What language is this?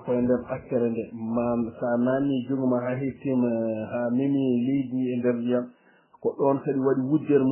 Fula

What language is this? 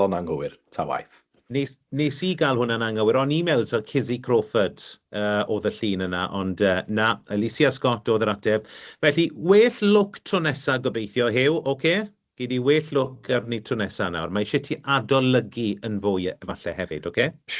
Welsh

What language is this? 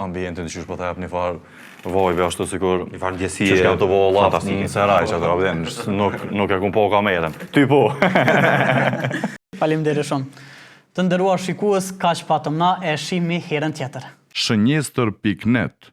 Albanian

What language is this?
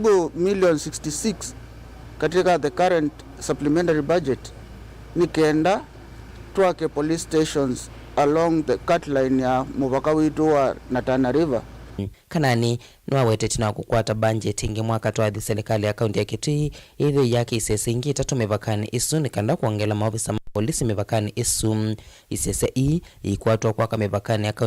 Kamba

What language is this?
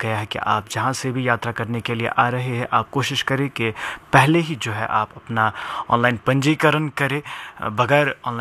Hindi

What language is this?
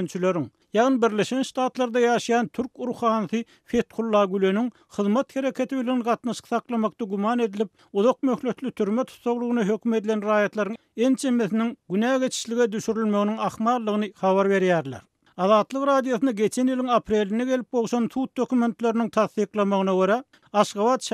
Turkmen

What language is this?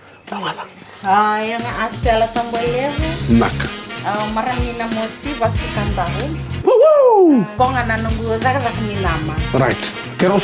Fijian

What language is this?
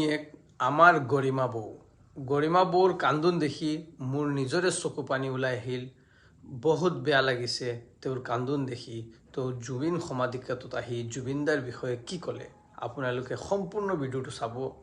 Assamese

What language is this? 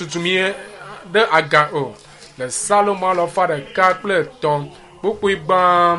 Ewe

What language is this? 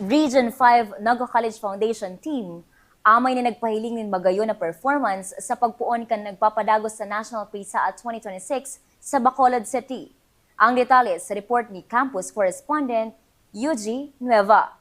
Bikol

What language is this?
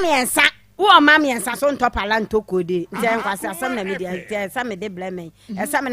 Akan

